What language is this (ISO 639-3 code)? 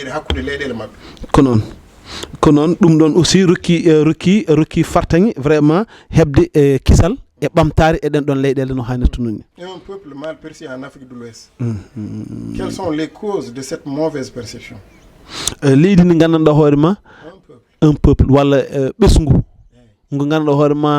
ful